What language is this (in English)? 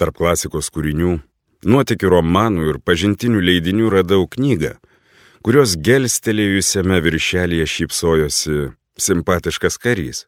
Lithuanian